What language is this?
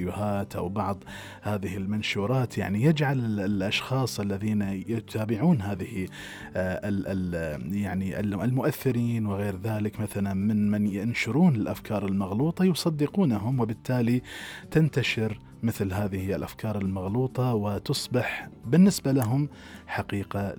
Gulf Arabic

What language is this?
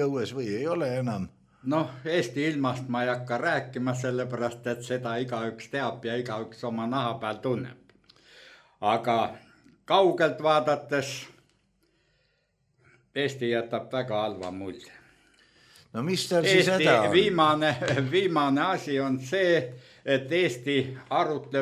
Estonian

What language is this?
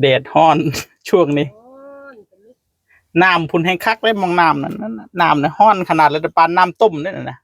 Northeastern Thai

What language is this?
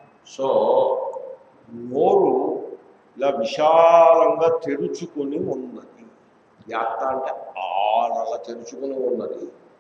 Telugu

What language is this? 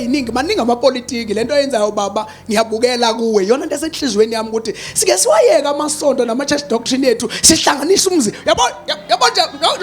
Zulu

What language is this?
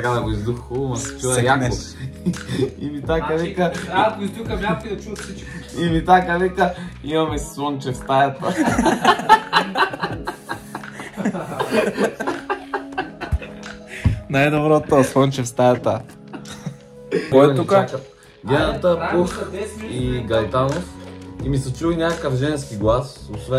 Bulgarian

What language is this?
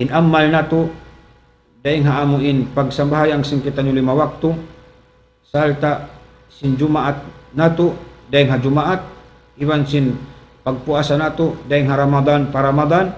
Tausug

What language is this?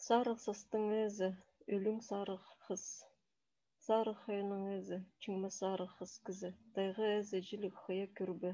Khakas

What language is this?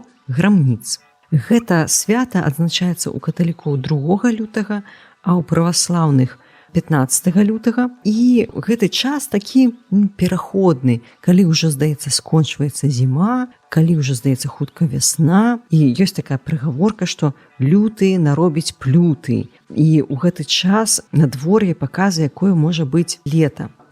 Belarusian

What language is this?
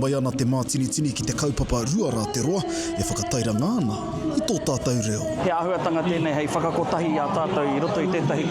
Māori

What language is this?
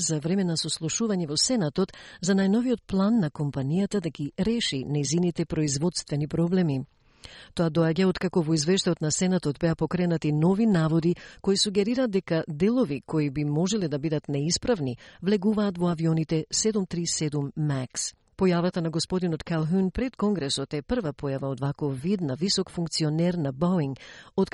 Macedonian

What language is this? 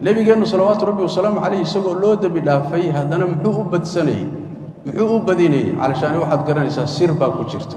Somali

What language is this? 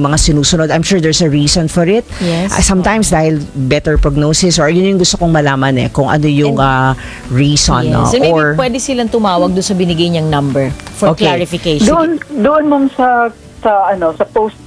Filipino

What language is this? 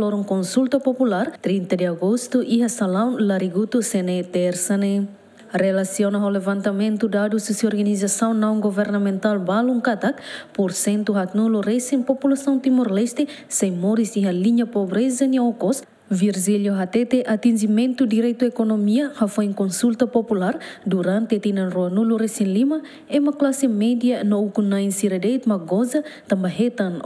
Tetum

